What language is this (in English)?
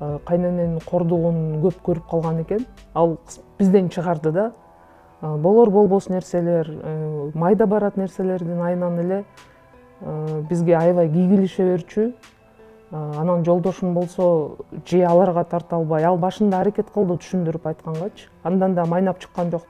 Kyrgyz